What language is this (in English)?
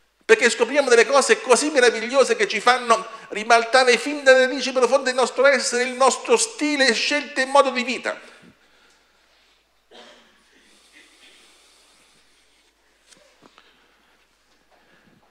Italian